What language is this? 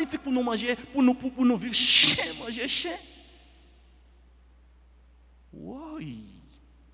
French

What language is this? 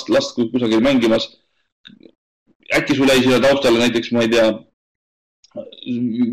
Estonian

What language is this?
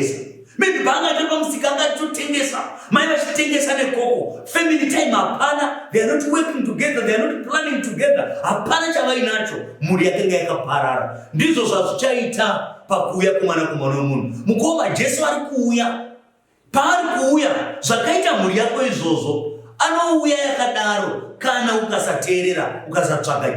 Shona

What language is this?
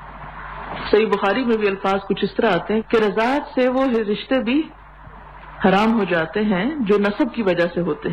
Urdu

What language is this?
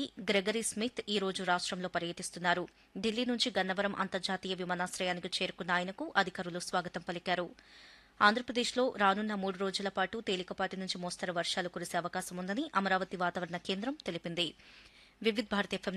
Telugu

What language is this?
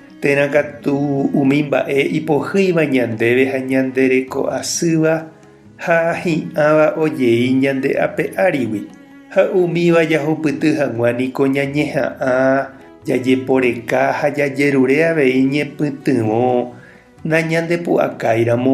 Guarani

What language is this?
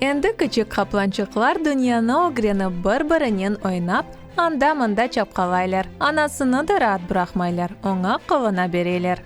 Crimean Tatar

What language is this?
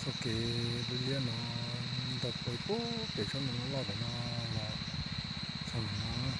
Hmong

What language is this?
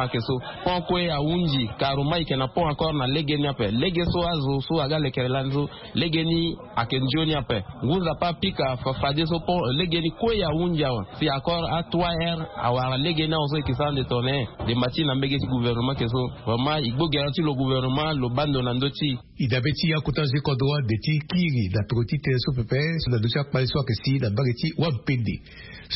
Sango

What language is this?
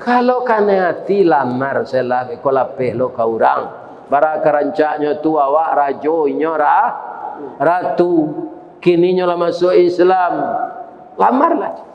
Minangkabau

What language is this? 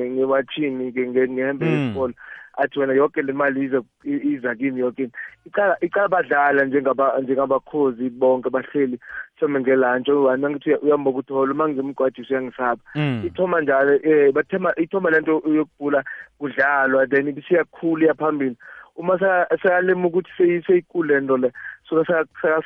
South Ndebele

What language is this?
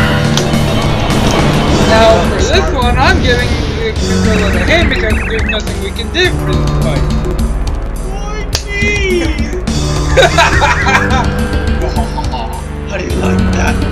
English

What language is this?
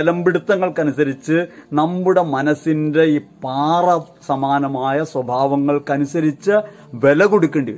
Malayalam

